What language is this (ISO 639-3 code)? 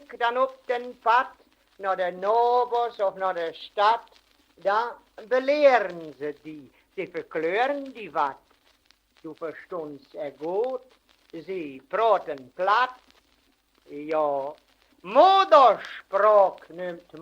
wep